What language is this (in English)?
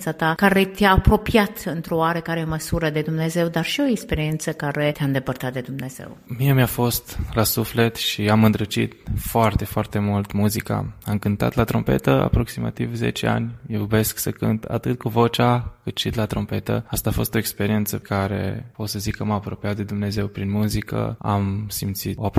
Romanian